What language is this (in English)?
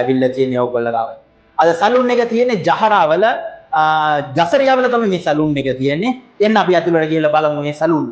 Sinhala